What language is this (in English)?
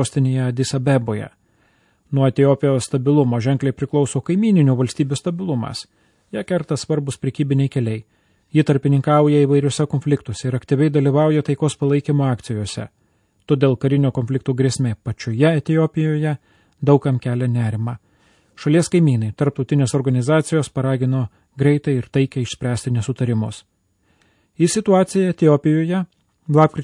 Lithuanian